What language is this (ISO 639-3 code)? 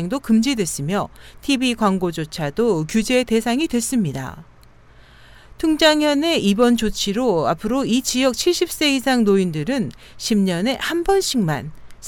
kor